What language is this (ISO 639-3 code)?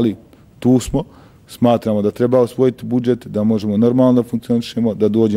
bos